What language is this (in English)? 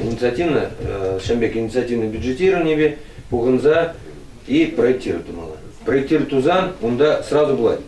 Chuvash